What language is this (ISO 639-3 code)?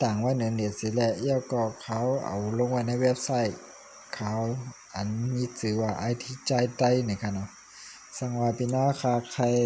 shn